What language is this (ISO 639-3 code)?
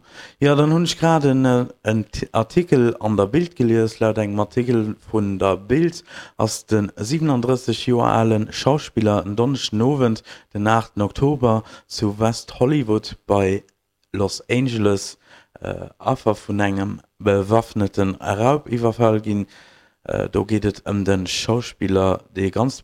ltz